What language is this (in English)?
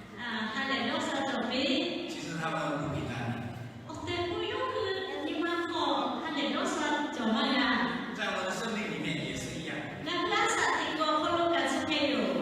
Lahu